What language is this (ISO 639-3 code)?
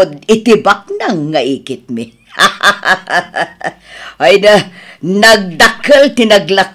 ilo